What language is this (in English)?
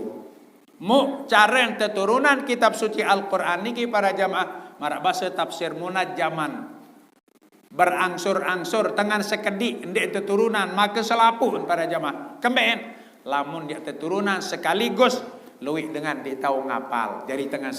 Sasak